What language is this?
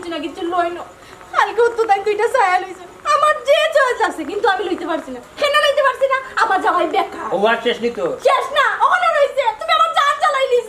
Sylheti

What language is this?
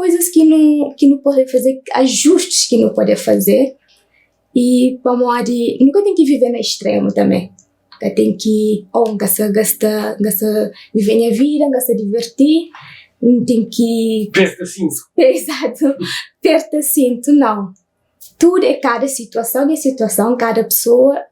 Kabuverdianu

